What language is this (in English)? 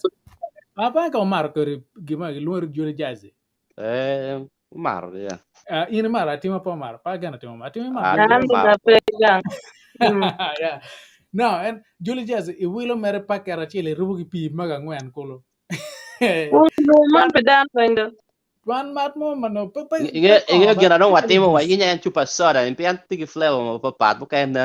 Acoli